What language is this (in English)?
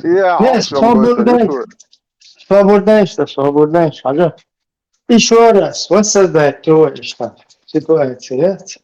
Chechen